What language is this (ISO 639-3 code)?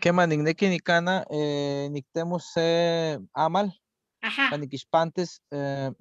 nhe